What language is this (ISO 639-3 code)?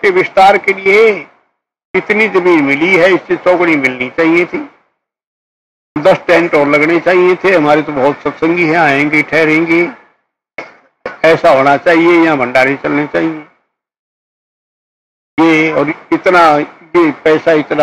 hin